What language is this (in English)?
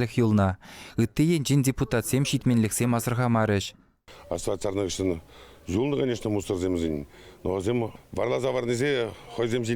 Chuvash